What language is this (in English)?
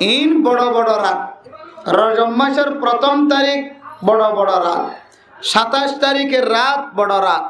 Rohingya